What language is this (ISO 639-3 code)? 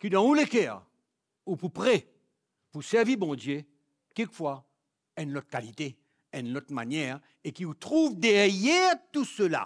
mfe